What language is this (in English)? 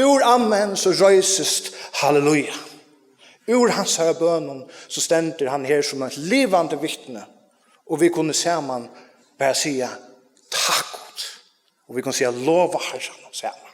Faroese